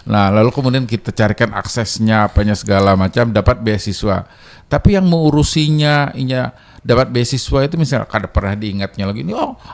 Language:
Banjar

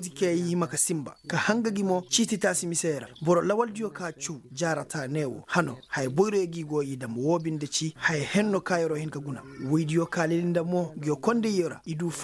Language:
Koyraboro Senni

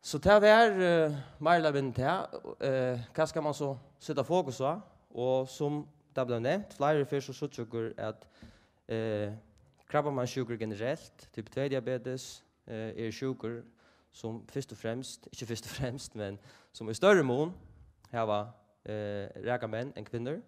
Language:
Faroese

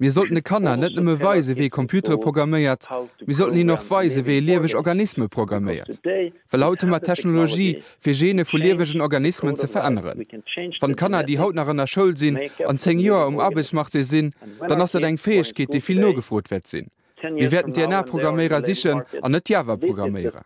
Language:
Luxembourgish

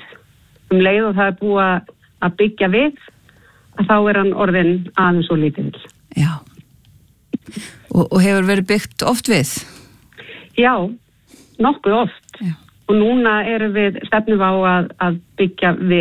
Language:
Icelandic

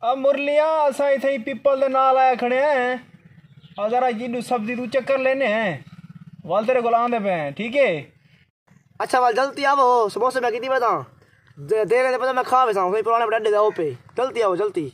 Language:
Saraiki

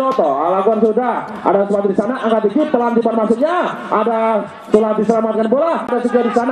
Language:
Indonesian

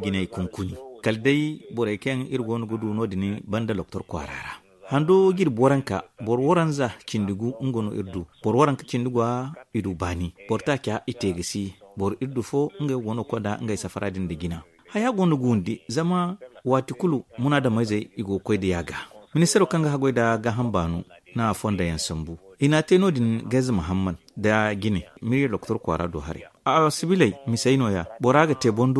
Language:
Zarma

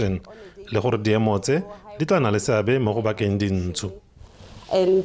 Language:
Tswana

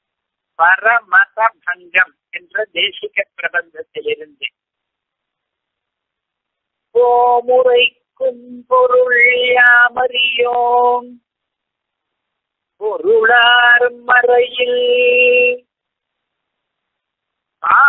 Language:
Tamil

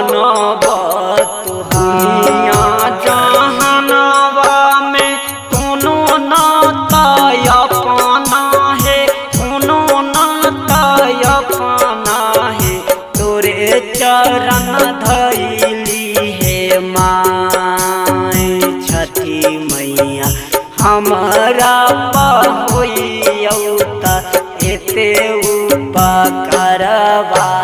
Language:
Bhojpuri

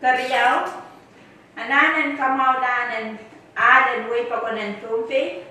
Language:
Pohnpeian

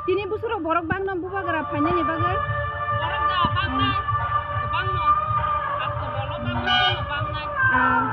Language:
Kok Borok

